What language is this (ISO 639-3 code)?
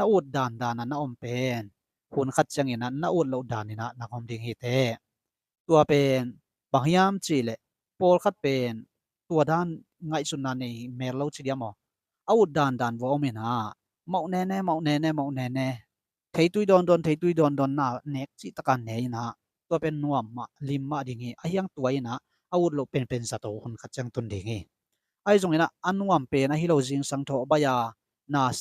ctd